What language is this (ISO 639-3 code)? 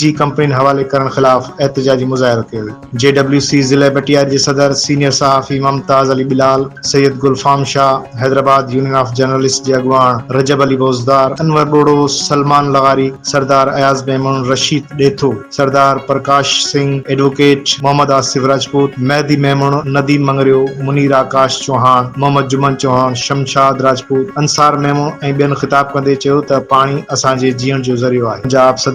snd